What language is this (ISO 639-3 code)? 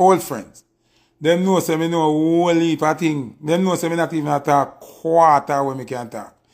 jam